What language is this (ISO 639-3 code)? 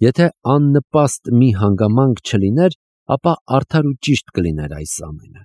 hye